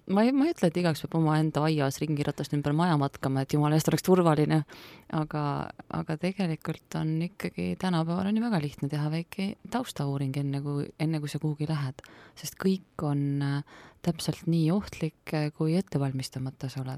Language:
Estonian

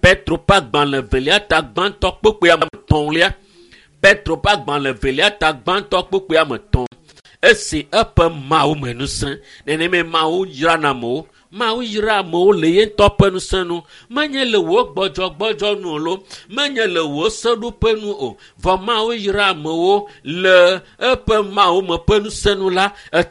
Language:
Ewe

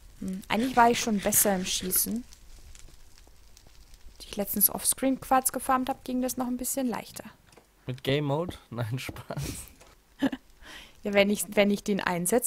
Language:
German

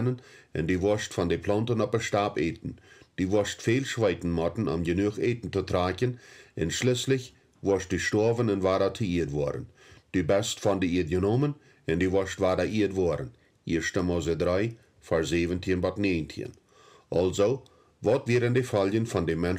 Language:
Plautdietsch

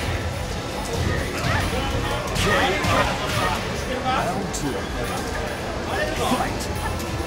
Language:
Japanese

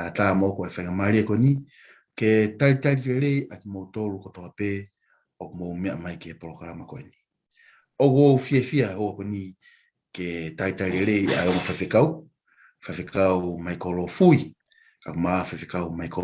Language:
Tongan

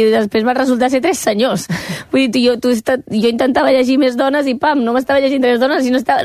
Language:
Catalan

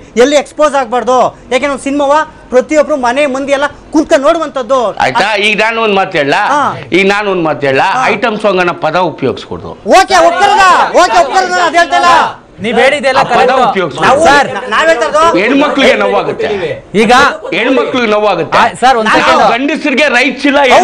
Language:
Kannada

